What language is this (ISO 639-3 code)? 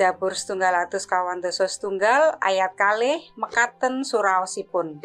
jav